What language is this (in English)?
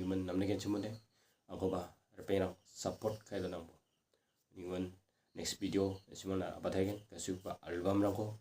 Garo